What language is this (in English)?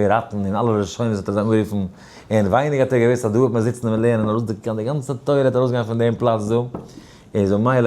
Yiddish